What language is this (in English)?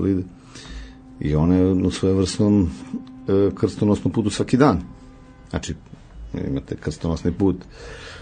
Serbian